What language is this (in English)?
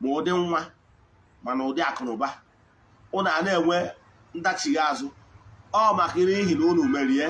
Igbo